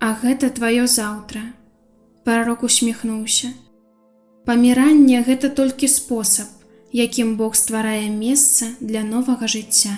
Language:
Belarusian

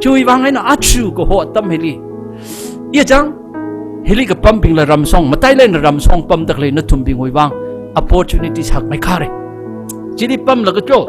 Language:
Tangkhul Naga (India)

